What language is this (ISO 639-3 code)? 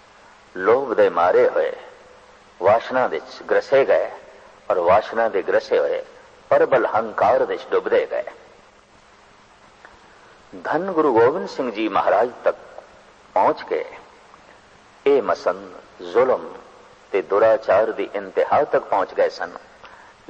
pan